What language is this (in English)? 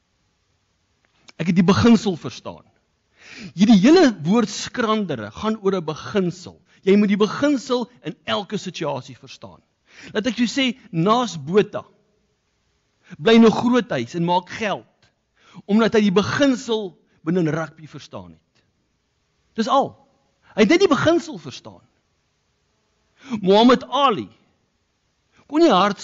Afrikaans